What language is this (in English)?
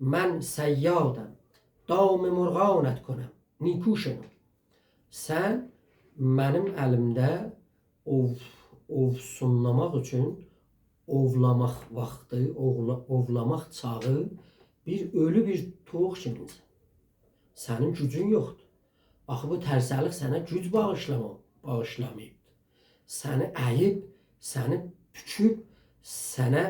South Azerbaijani